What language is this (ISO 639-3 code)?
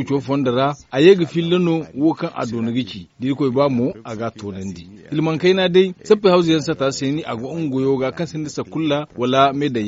dje